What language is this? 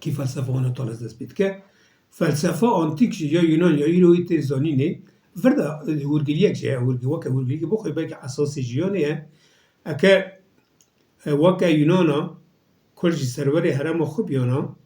Kurdish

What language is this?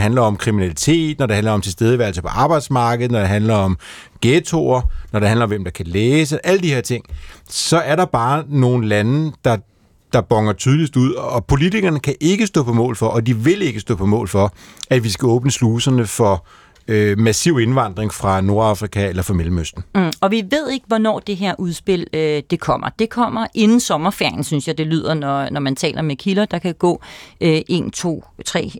Danish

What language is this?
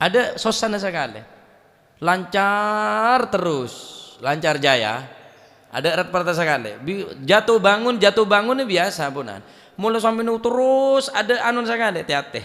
Madurese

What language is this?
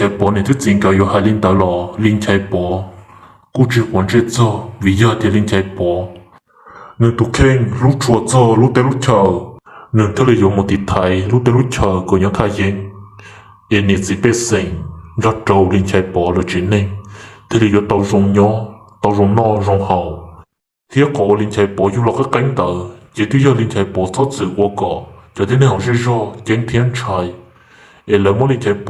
Hmong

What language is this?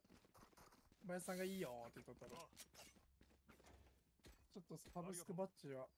Japanese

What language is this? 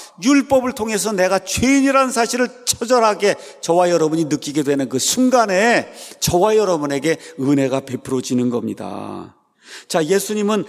Korean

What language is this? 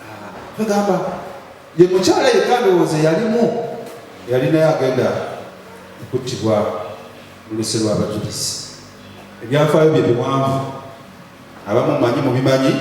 Ganda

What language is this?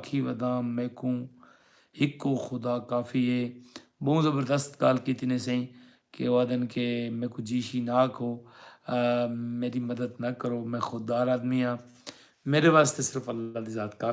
Saraiki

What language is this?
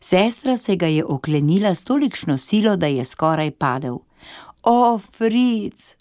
Slovenian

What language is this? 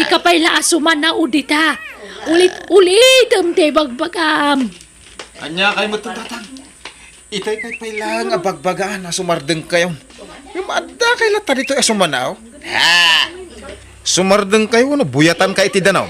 Iloko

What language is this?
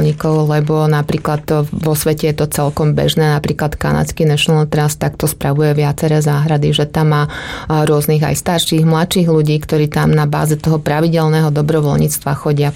Slovak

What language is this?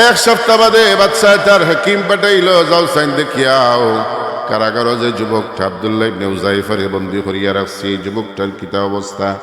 Sylheti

